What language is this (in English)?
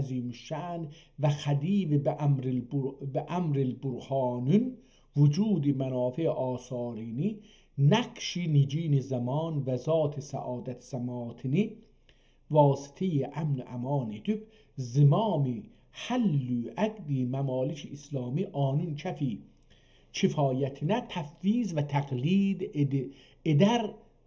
South Azerbaijani